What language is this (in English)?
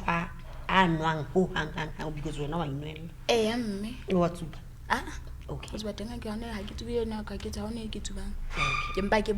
Southern Sotho